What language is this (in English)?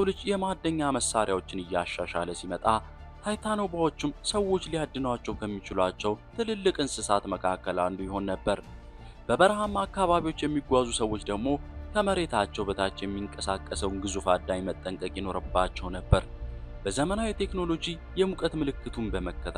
Amharic